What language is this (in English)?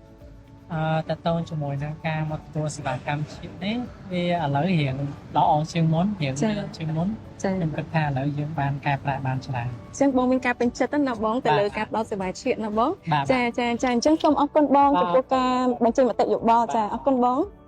Khmer